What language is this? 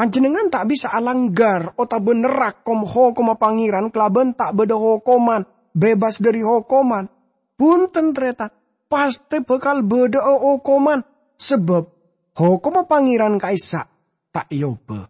Madurese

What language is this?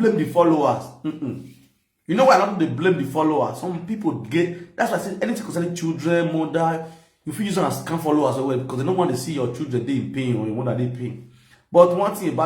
Nigerian Pidgin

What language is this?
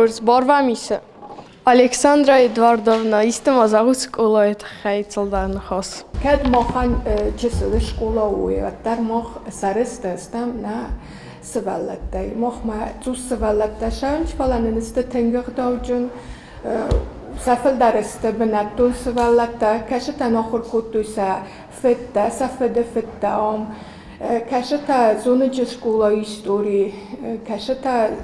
Ossetic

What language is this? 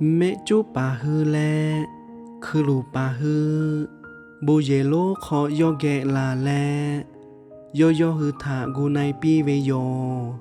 Lahu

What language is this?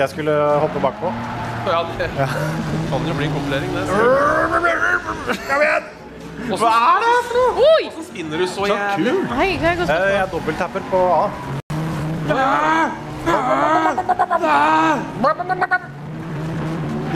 Norwegian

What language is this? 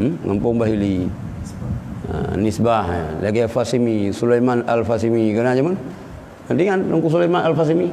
Achinese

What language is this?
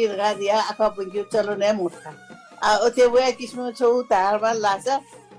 Newari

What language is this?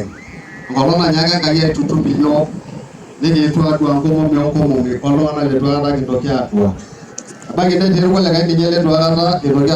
Masai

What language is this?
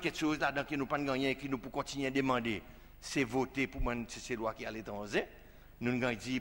Seselwa Creole French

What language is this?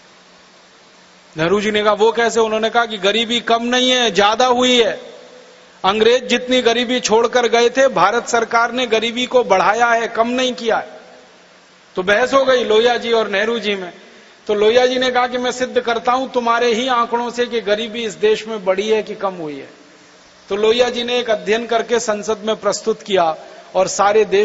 Hindi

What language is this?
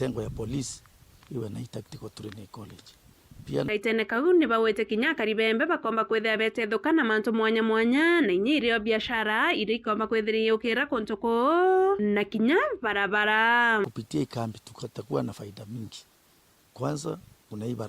Meru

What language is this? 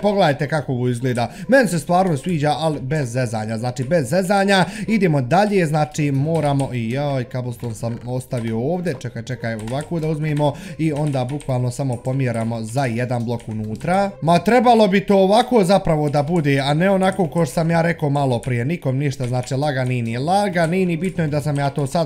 Bosnian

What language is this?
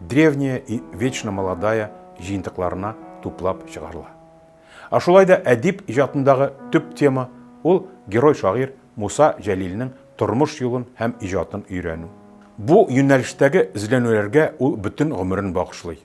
Tatar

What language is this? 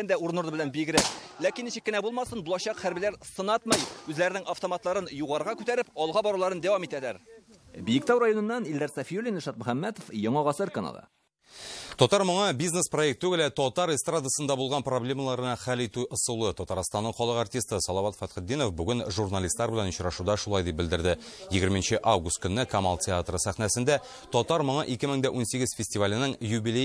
Tatar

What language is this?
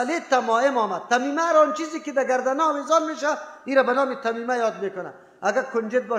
Persian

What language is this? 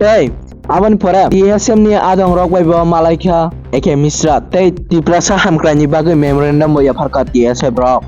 Kok Borok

